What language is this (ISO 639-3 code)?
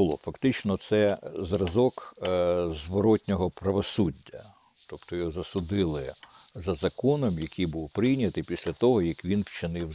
ukr